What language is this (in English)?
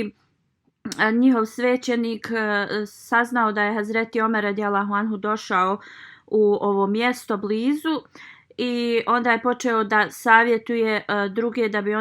Bosnian